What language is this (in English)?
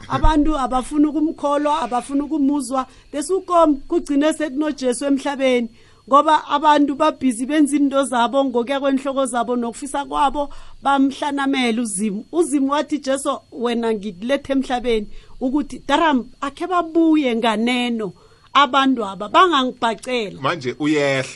South Ndebele